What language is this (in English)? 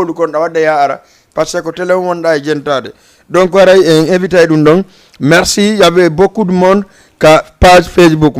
Fula